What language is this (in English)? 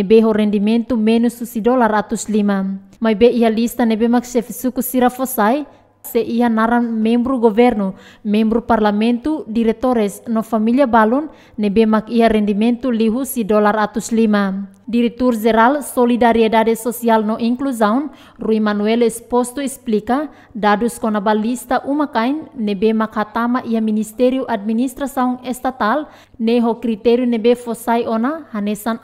Tetum